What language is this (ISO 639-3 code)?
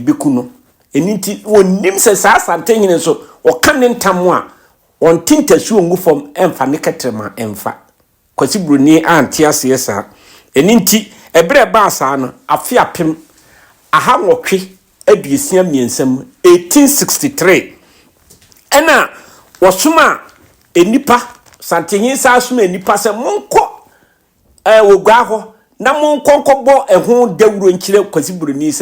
aka